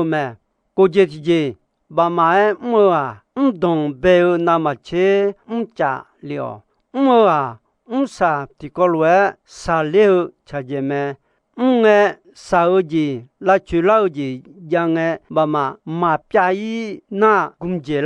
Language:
Akha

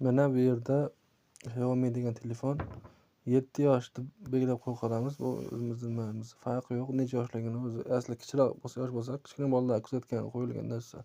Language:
Uzbek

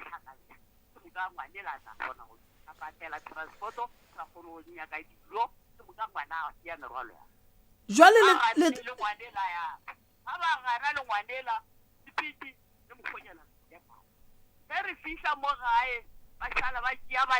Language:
Northern Sotho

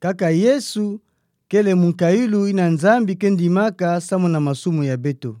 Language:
Kituba (Democratic Republic of Congo)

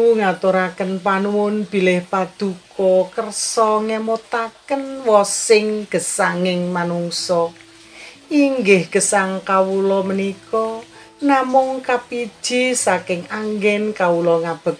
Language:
Javanese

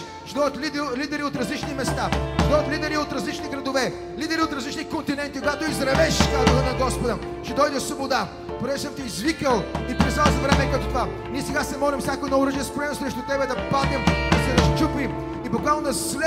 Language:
Bulgarian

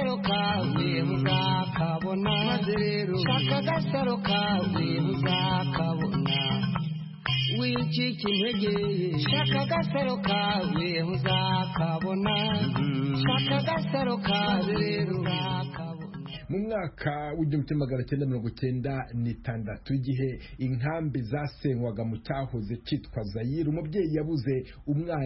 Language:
Kinyarwanda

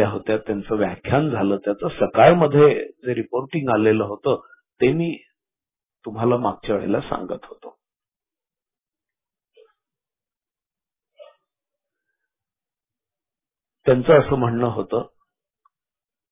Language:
Marathi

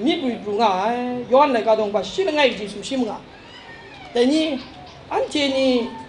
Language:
Kachin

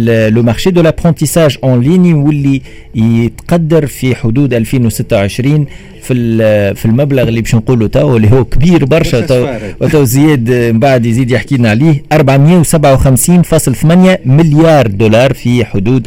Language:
Tunisian Arabic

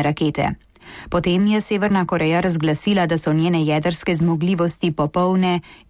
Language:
Slovenian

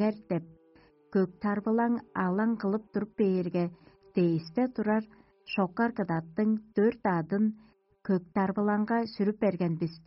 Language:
Tuvinian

